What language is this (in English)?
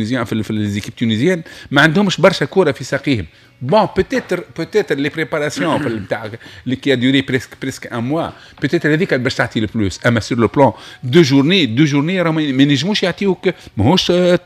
Tunisian Arabic